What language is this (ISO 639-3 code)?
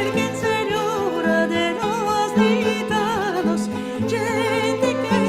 lad